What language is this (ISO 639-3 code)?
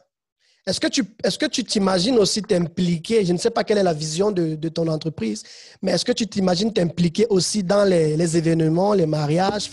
fra